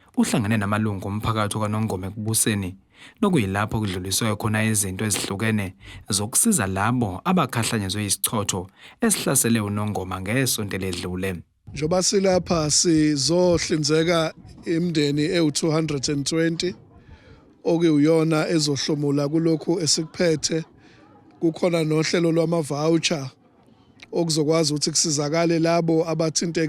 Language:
Zulu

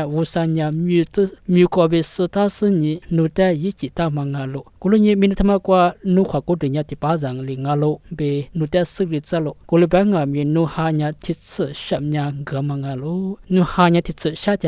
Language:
Lisu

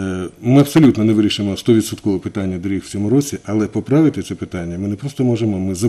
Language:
Ukrainian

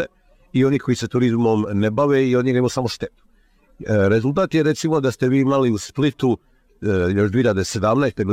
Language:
Croatian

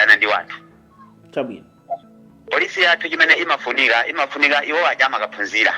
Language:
Nyanja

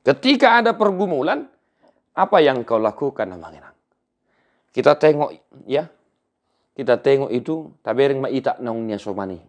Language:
Batak Toba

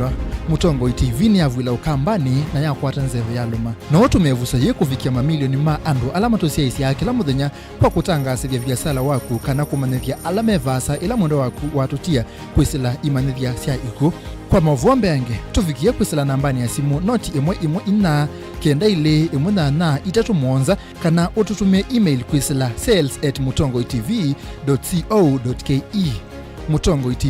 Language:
Kamba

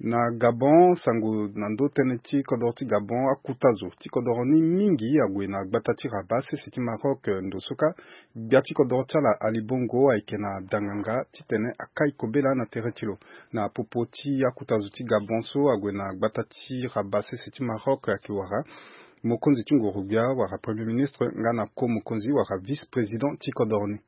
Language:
Sango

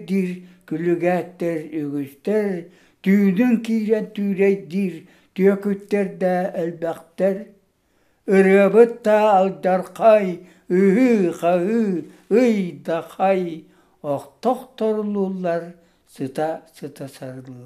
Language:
Yakut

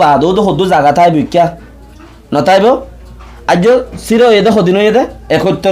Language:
Rohingya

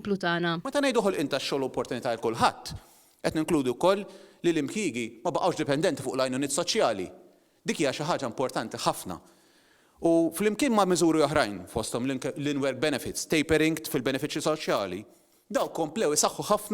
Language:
Maltese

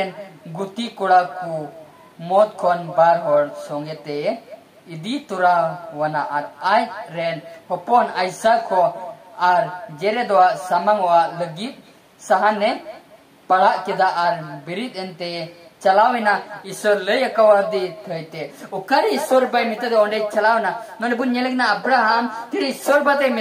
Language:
Santali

